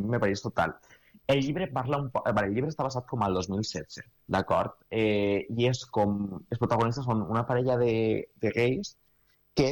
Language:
Catalan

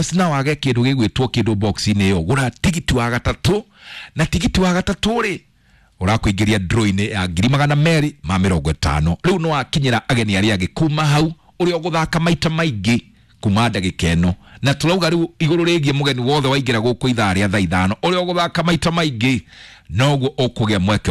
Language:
Kikuyu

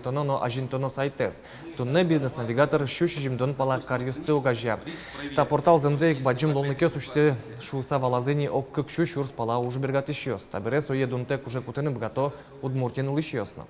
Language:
Udmurt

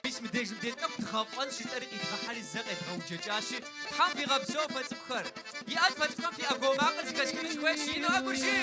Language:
Kabardian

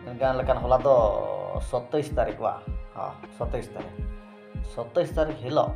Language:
Santali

